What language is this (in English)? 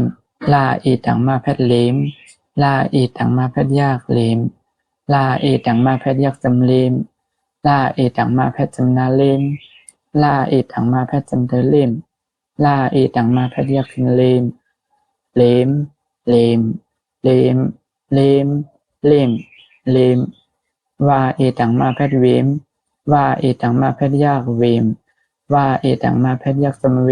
Shan